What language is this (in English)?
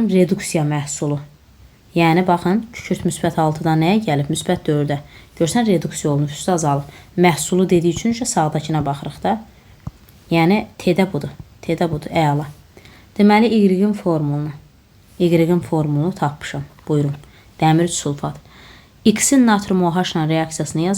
Azerbaijani